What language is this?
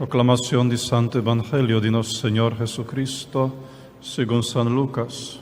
Papiamento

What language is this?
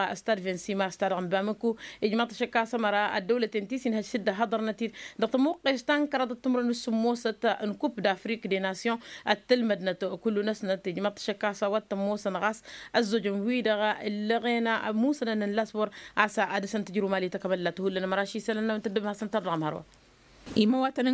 Tamasheq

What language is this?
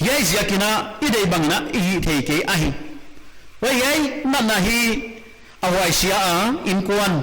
Paite Chin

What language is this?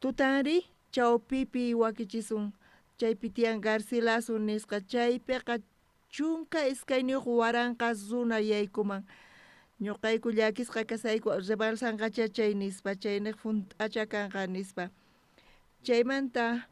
South Bolivian Quechua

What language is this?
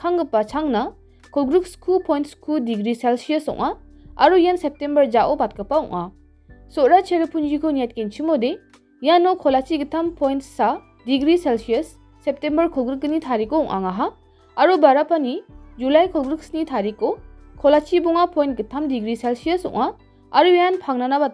Garo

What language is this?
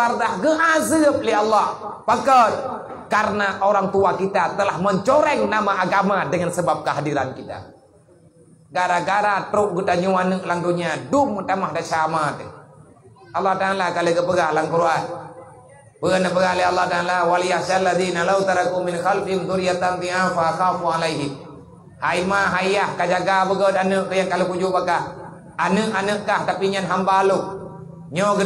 Achinese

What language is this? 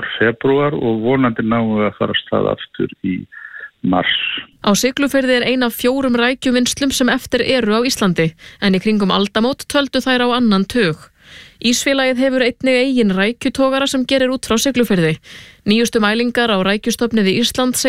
Icelandic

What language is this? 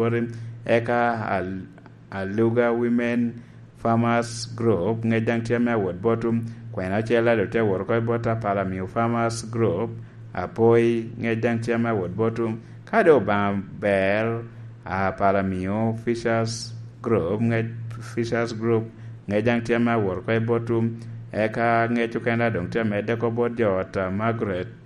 Lango (Uganda)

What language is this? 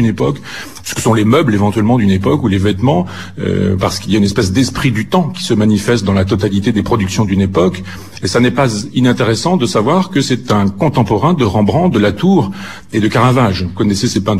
French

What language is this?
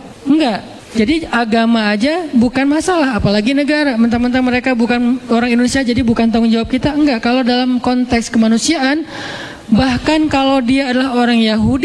Indonesian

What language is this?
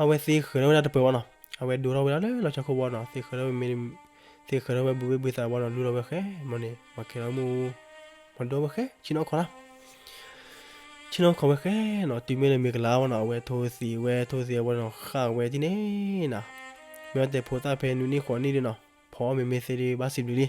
S'gaw Karen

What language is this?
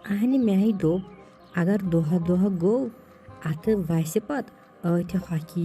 Kashmiri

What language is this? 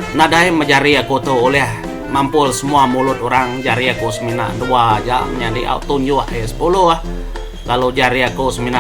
Iban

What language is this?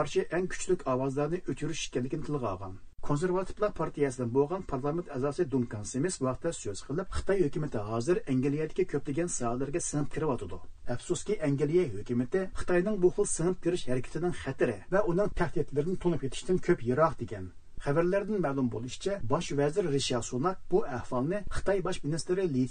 Uyghur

